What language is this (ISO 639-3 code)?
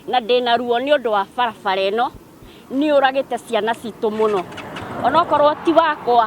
kik